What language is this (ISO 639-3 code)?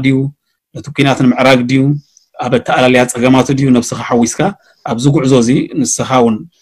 tir